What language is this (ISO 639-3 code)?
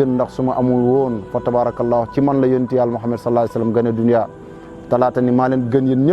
wol